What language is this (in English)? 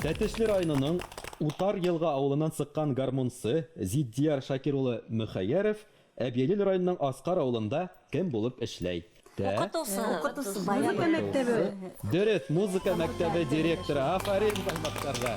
Bashkir